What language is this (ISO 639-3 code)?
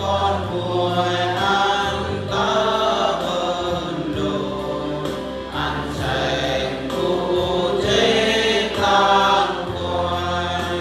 bru